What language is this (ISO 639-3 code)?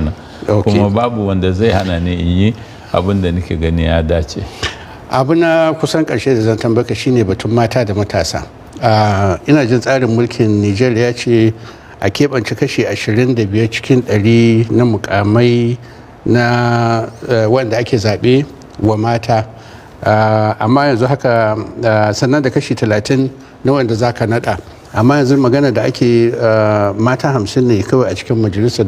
hau